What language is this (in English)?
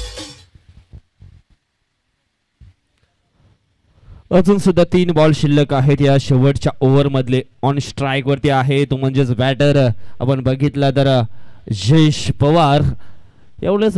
Marathi